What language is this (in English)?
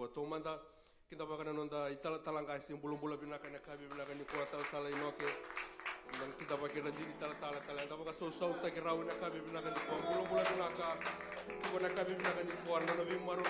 Fijian